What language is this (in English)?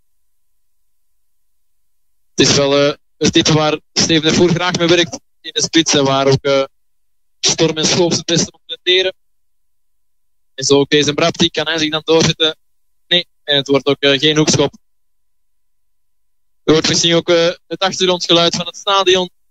Dutch